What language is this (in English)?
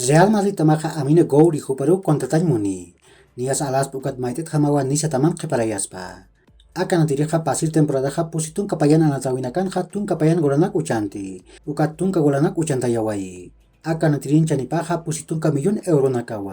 Aymara